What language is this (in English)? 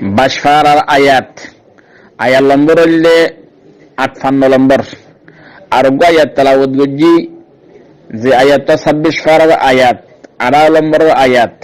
Rohingya